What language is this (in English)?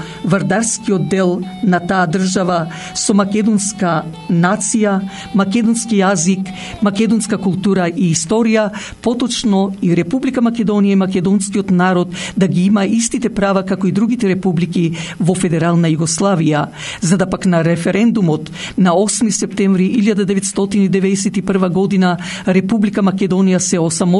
Macedonian